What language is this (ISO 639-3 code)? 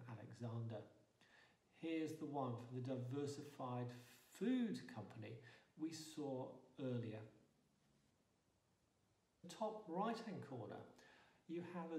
eng